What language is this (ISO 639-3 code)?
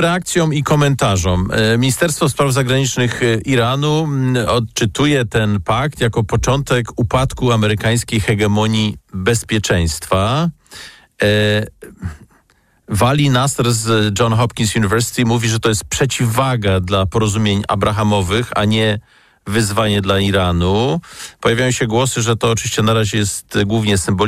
pol